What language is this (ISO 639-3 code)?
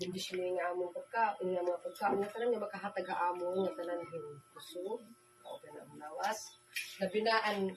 war